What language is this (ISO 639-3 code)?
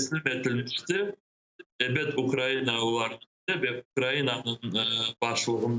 crh